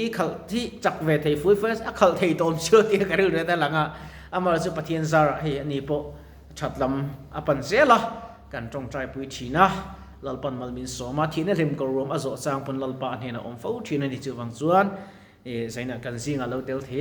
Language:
Mizo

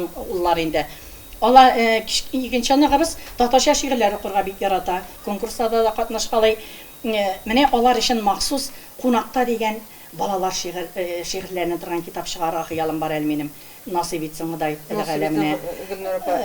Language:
Tatar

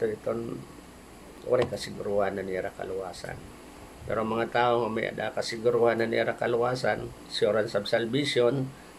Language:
Waray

